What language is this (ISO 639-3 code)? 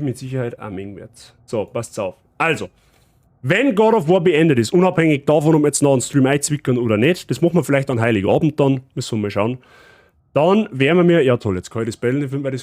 bar